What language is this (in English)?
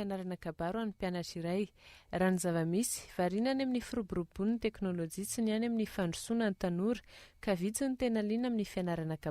Malagasy